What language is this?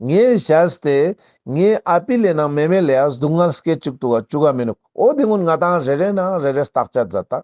Ladakhi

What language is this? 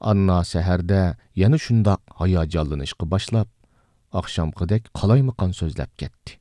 Uyghur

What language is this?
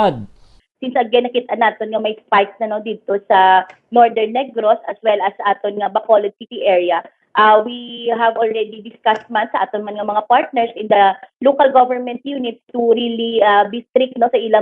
Hiligaynon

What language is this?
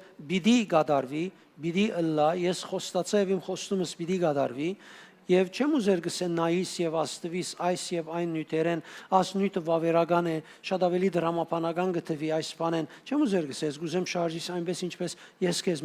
Western Armenian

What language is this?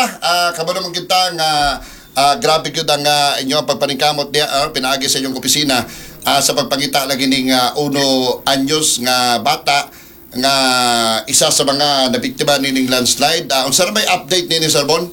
Cebuano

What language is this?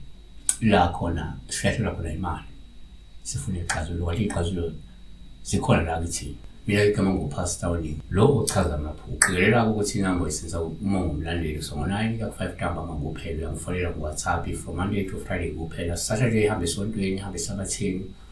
Zulu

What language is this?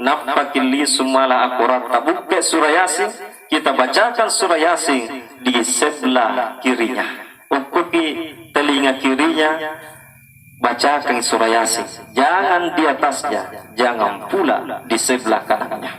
Buginese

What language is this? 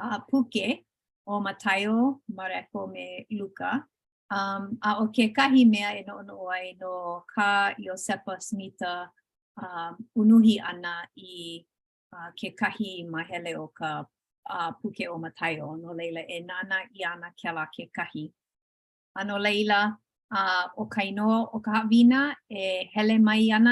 Hawaiian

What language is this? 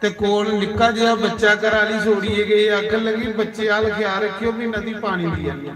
Dogri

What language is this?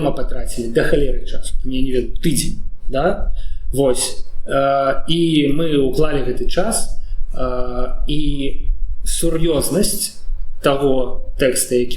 Belarusian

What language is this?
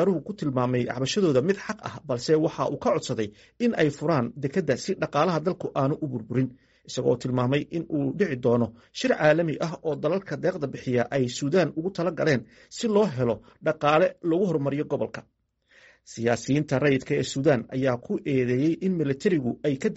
Somali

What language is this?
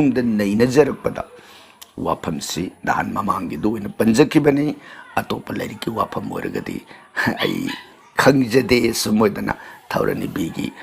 Manipuri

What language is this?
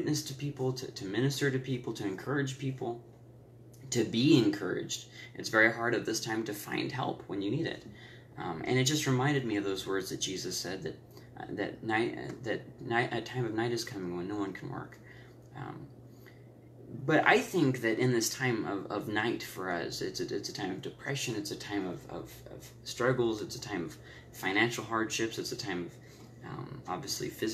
English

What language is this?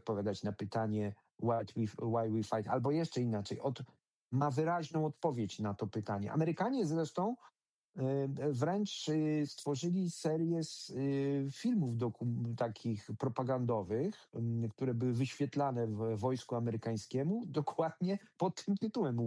Polish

